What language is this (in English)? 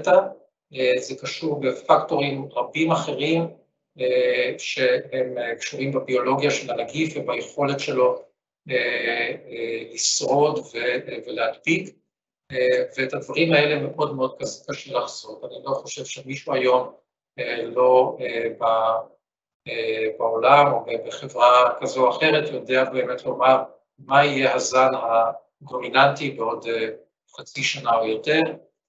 Hebrew